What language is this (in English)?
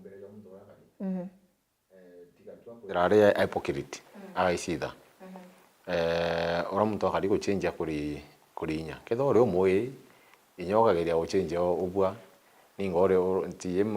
Meru